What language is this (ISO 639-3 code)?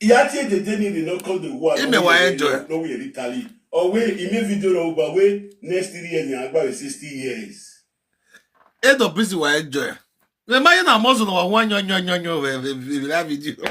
pcm